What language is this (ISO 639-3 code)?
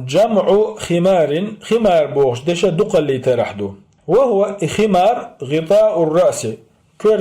che